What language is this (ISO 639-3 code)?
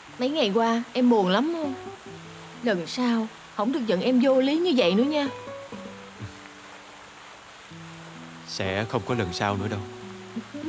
vie